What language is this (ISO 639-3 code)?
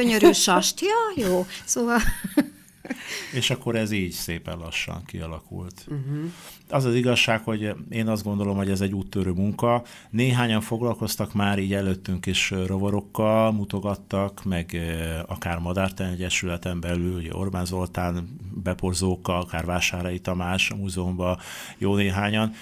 hun